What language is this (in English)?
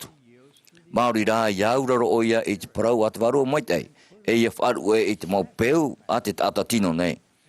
Tahitian